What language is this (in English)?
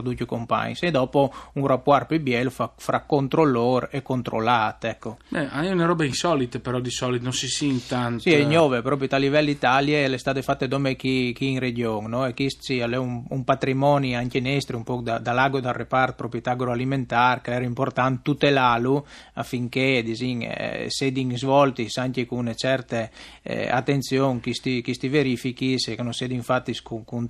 Friulian